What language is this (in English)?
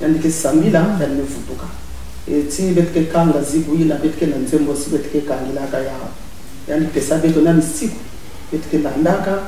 Kituba (Congo)